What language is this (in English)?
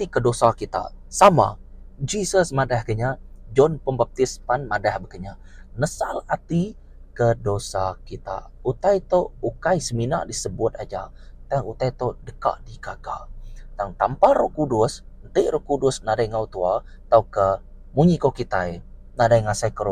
Iban